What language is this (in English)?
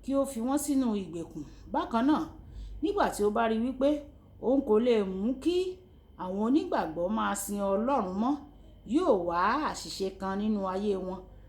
Yoruba